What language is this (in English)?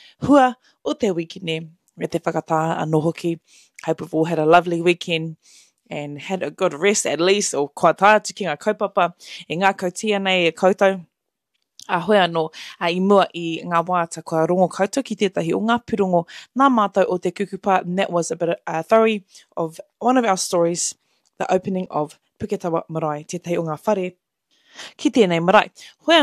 Māori